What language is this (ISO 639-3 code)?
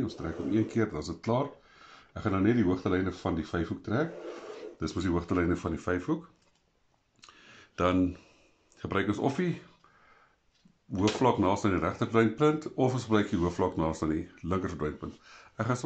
afr